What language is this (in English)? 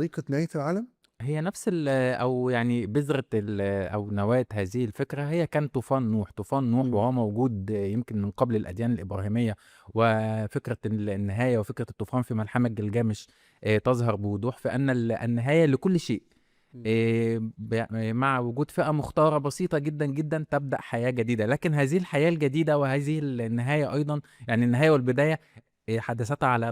Egyptian Arabic